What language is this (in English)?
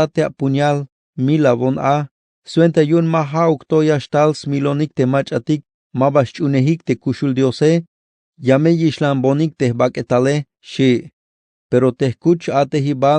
Tzeltal